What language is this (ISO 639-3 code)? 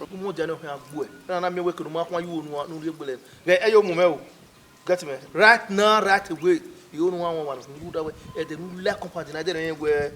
bin